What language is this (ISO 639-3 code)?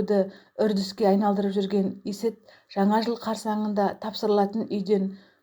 kaz